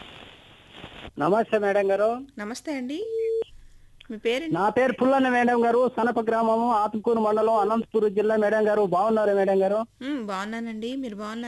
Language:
Telugu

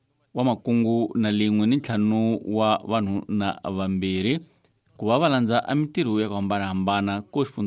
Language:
Tsonga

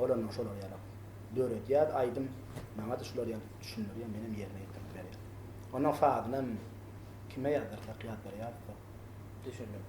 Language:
Turkmen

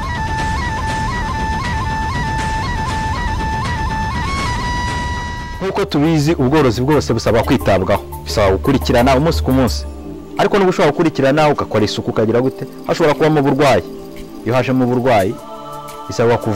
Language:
Kinyarwanda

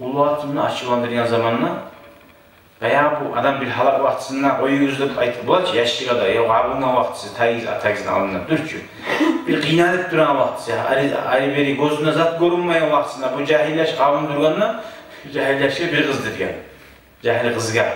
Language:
Kumyk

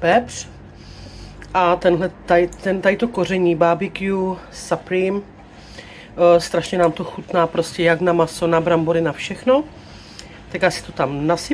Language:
Czech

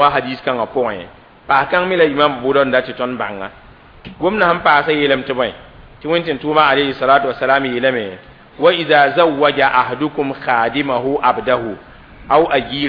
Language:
Mossi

